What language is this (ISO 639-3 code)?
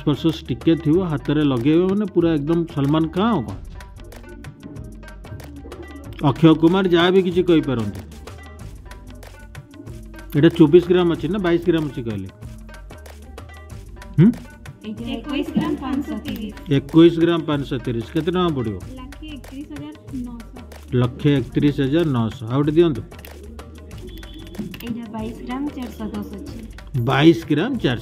ori